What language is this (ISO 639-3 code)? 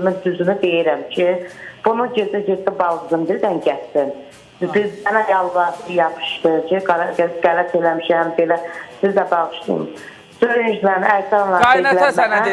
aze